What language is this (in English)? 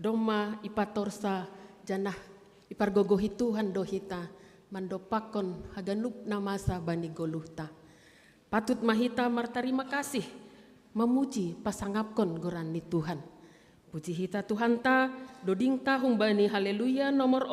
Batak Simalungun